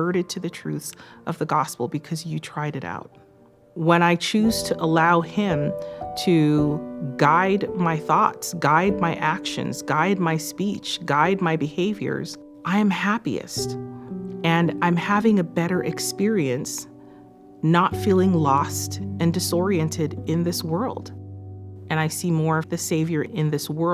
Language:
Tahitian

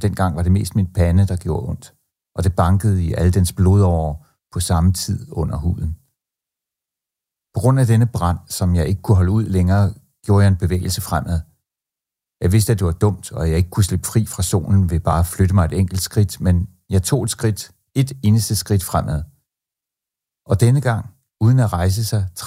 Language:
Danish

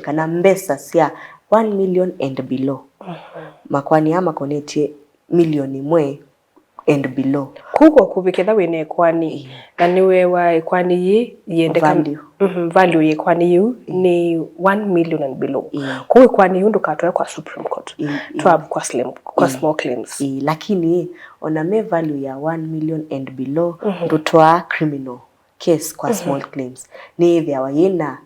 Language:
Kamba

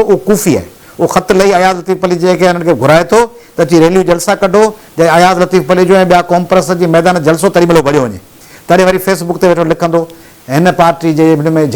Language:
Sindhi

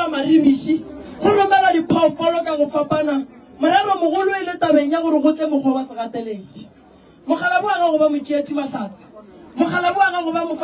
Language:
Northern Sotho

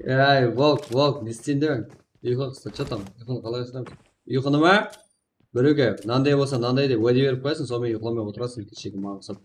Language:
Kara-Kalpak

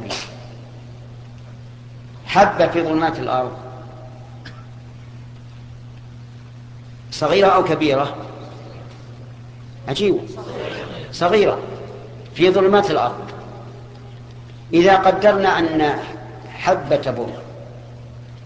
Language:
Arabic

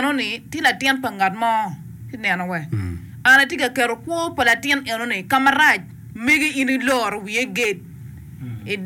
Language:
Acoli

